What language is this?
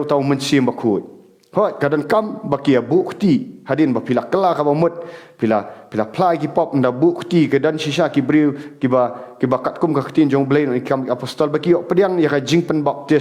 Khasi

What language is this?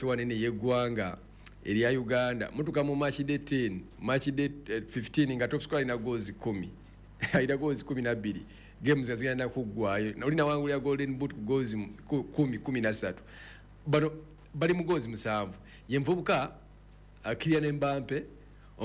Ganda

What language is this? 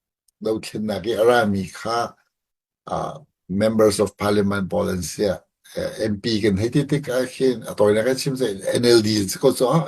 Hakha Chin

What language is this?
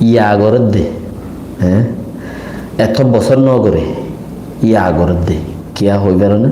Rohingya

